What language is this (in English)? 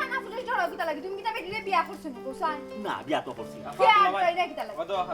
Sylheti